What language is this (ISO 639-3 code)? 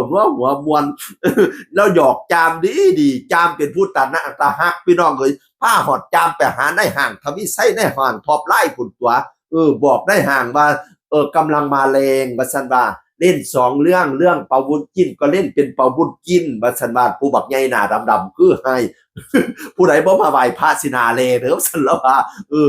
tts